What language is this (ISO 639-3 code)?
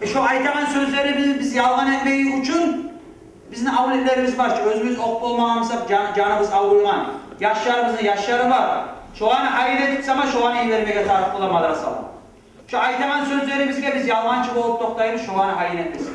kum